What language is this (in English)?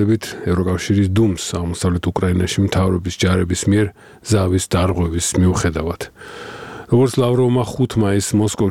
Georgian